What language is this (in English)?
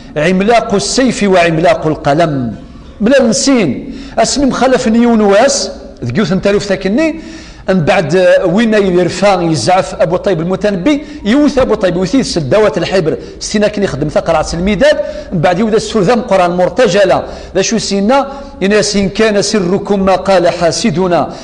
Kabyle